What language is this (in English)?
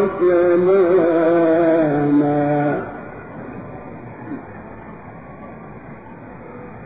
Arabic